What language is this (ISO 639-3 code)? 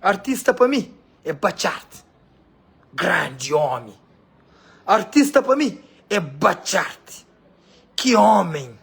kea